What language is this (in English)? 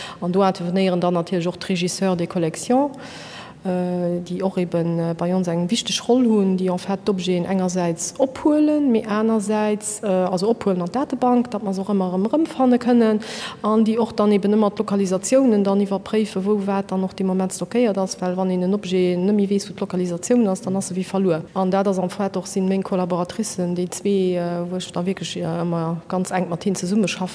Luxembourgish